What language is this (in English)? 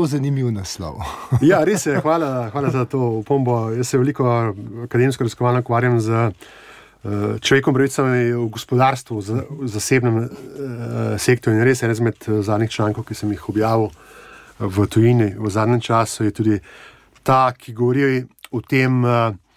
Slovenian